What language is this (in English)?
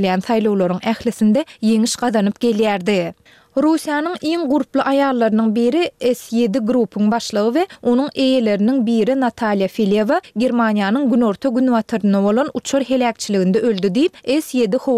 Turkmen